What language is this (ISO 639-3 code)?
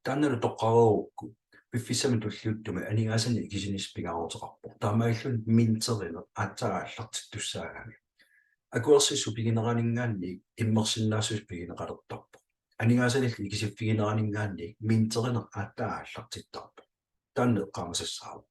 kal